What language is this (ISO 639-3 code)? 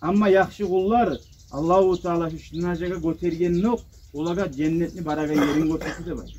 kum